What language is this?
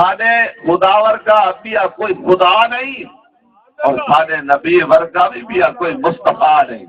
Saraiki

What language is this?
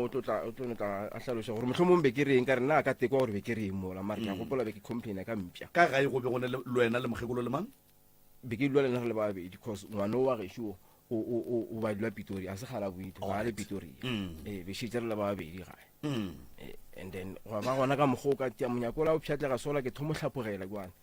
Northern Sotho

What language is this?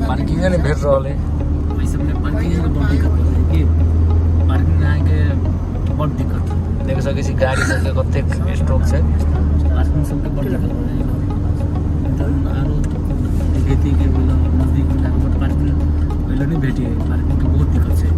Maithili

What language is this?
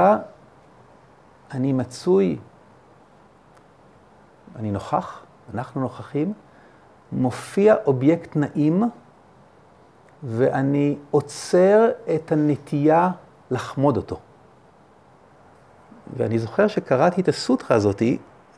Hebrew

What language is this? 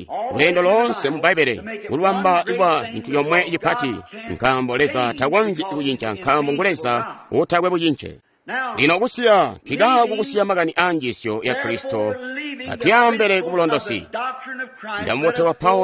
Tonga (Zambia)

